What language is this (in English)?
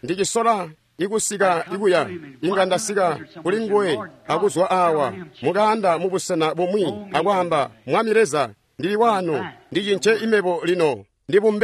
Tonga (Zambia)